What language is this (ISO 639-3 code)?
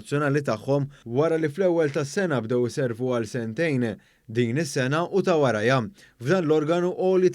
mlt